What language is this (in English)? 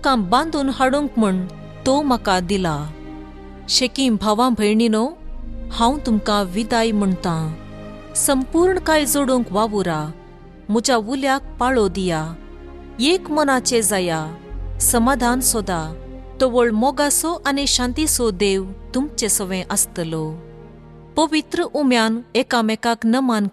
Konkani